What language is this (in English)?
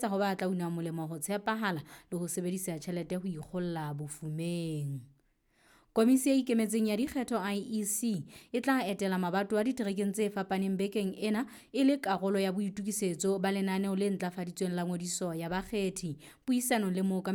Southern Sotho